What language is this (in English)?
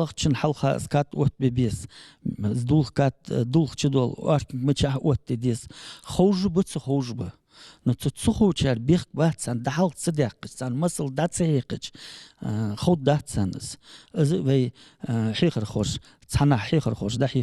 Ingush